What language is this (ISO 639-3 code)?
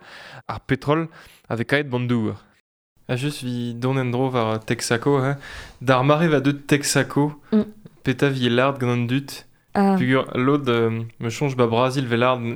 bre